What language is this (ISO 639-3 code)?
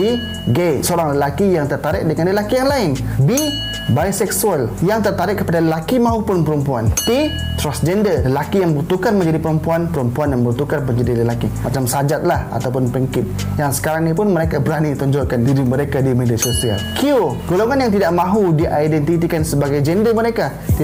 msa